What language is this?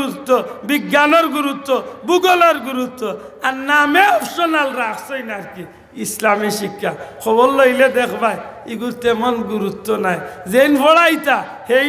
Sylheti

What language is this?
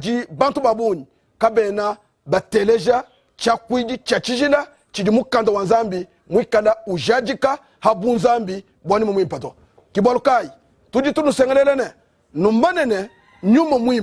Luba-Lulua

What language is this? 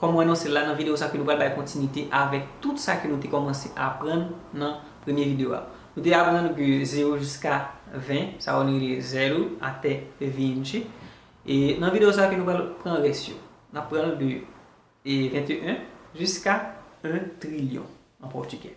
Haitian Creole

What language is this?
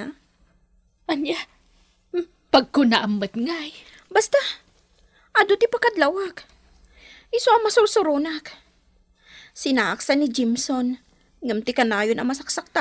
Iloko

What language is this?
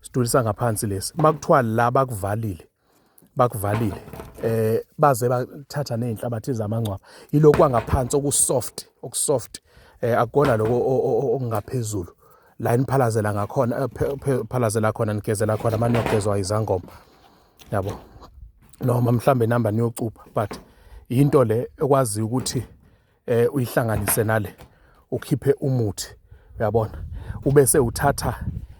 Zulu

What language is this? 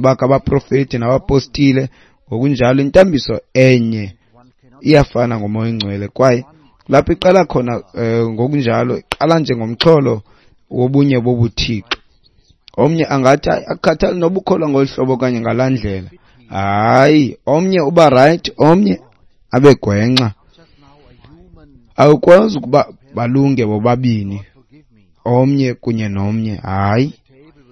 Xhosa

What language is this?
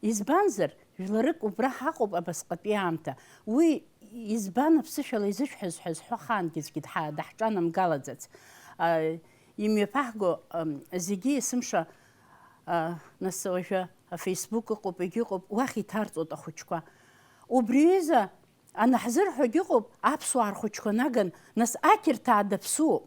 Abkhazian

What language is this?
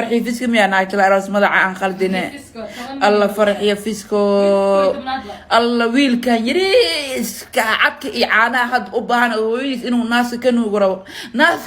Somali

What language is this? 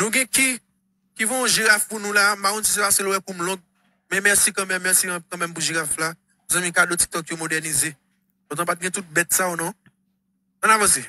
Haitian Creole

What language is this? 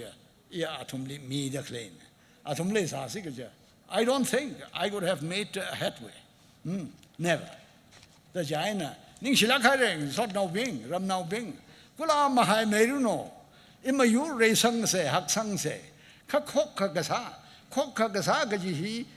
Tangkhul Naga (India)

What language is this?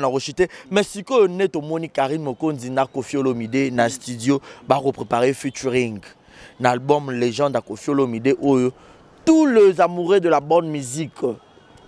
Lingala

